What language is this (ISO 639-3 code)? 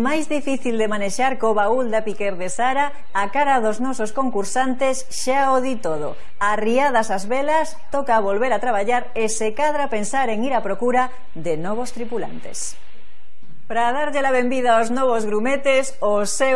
glg